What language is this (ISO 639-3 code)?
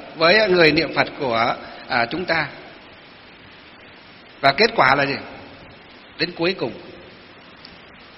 vie